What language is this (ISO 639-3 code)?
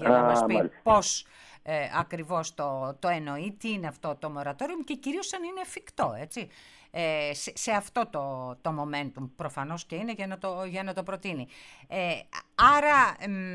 ell